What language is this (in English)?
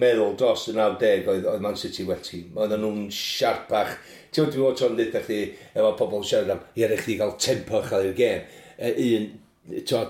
Welsh